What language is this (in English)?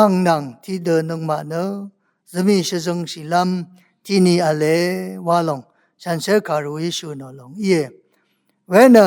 Rawang